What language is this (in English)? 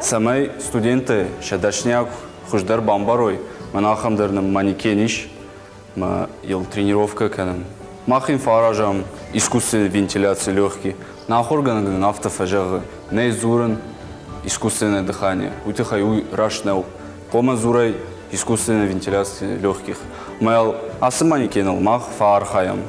Ossetic